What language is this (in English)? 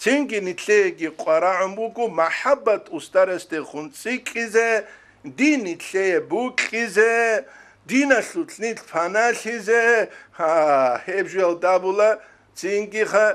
Avaric